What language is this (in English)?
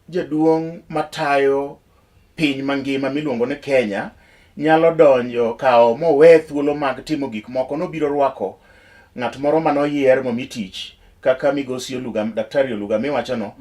Luo (Kenya and Tanzania)